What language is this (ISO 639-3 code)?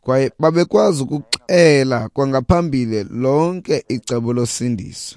xho